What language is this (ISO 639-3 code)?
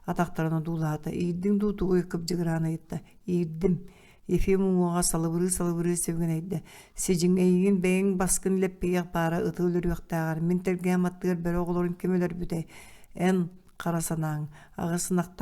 sah